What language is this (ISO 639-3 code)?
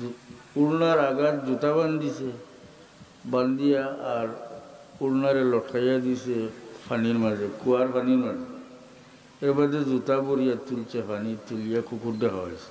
syl